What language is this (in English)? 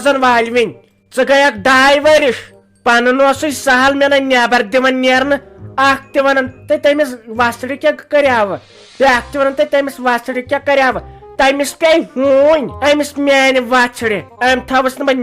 Kashmiri